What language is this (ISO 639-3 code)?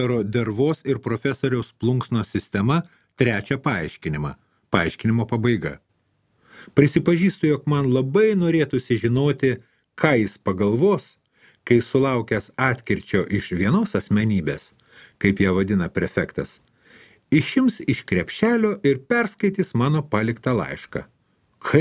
lit